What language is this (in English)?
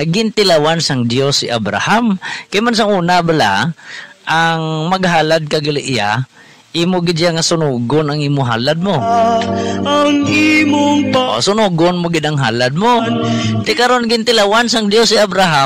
Hiligaynon